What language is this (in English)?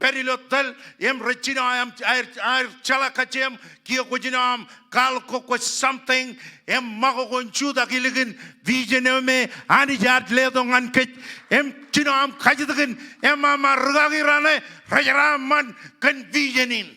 Marshallese